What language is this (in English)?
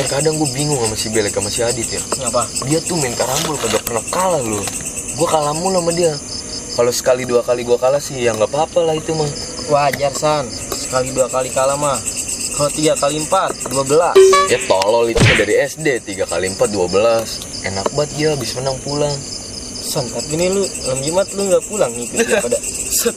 Betawi